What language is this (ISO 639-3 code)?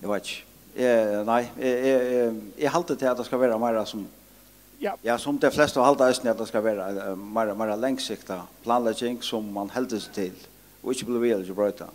fao